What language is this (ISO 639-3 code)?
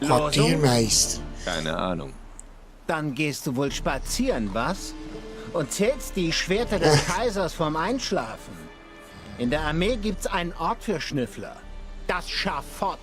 gsw